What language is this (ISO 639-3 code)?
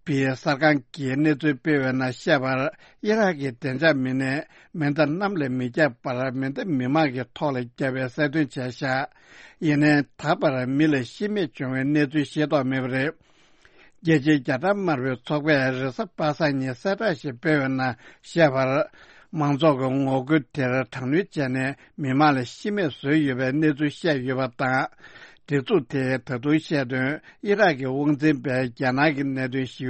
bod